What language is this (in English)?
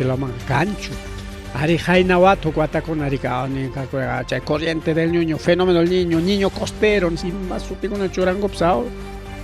Ayacucho Quechua